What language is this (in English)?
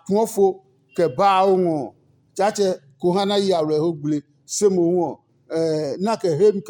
Adangme